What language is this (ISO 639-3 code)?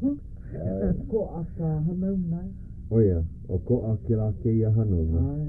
haw